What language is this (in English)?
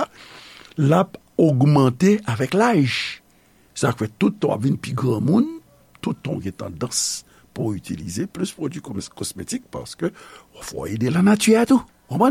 Haitian Creole